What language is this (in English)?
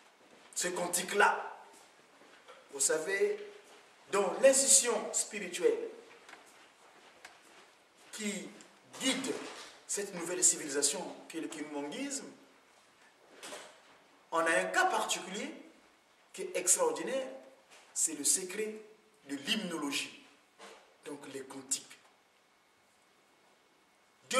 French